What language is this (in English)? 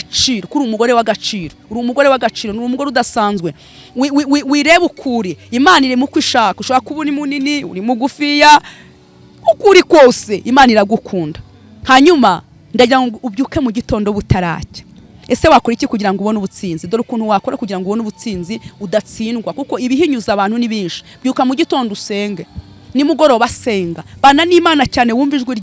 Kinyarwanda